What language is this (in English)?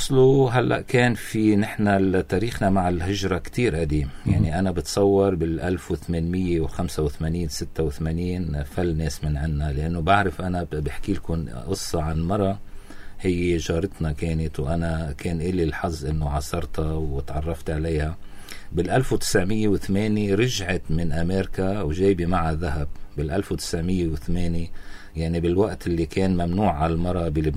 North Levantine Arabic